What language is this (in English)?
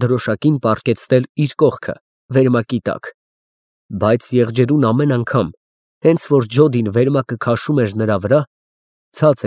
Armenian